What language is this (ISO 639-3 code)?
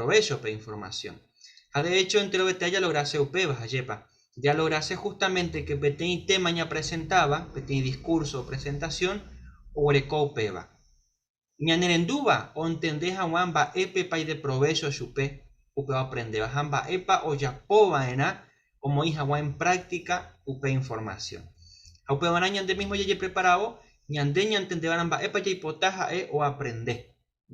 grn